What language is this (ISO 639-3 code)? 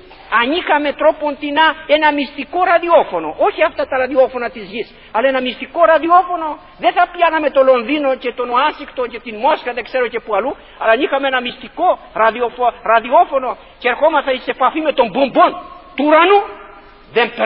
ell